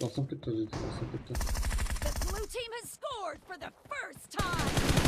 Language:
Kara-Kalpak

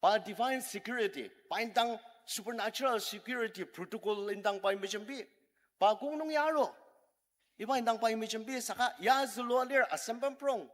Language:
Ao Naga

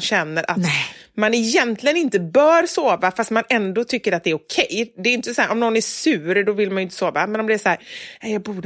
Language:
Swedish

